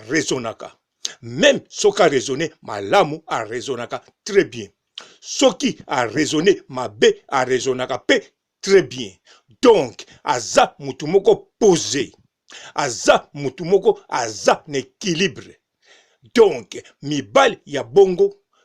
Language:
Lingala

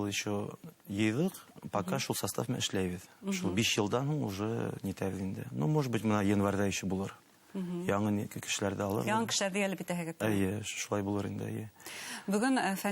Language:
Bashkir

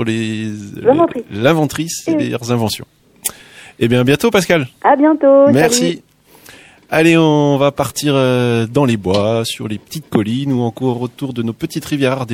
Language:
French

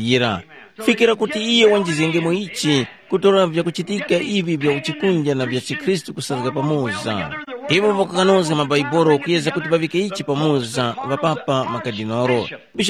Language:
Tumbuka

